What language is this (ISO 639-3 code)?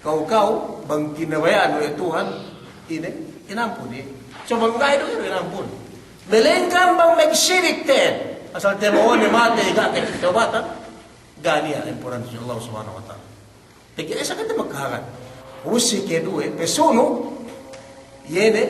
yka